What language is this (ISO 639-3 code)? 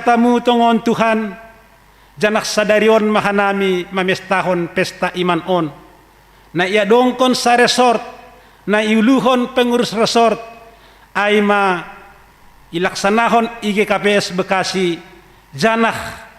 bts